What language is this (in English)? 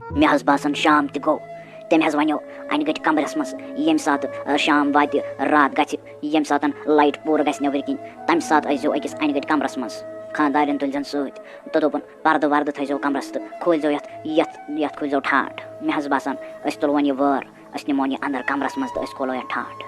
Kashmiri